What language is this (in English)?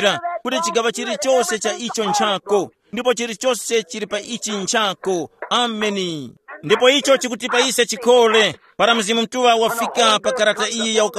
Tumbuka